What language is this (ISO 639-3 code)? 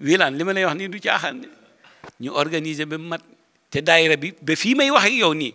wol